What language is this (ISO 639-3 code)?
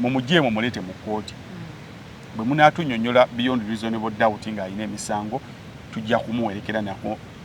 lug